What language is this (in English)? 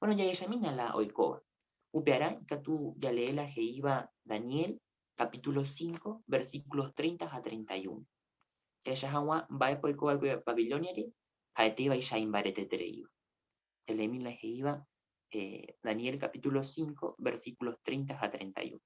Guarani